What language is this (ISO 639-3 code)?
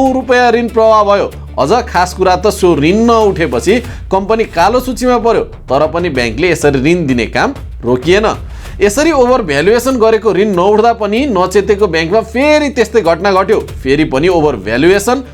nep